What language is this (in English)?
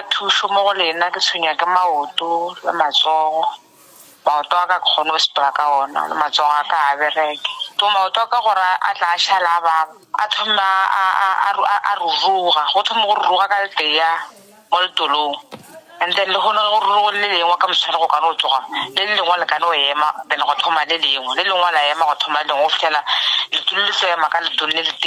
Northern Sotho